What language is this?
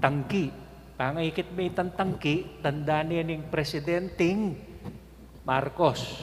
Pampanga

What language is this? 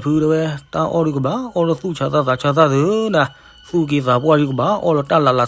S'gaw Karen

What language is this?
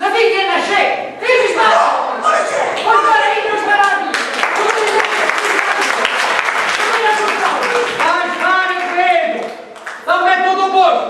Sicilian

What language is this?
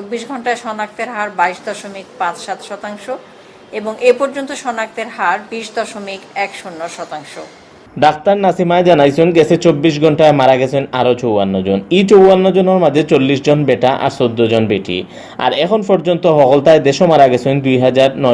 Sylheti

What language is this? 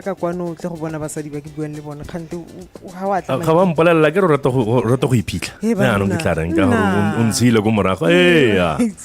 Tswana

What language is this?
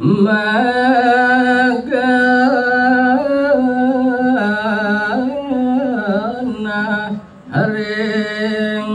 Balinese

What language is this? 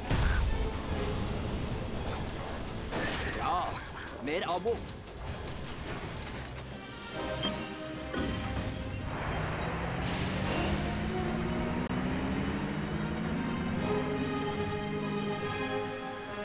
Norwegian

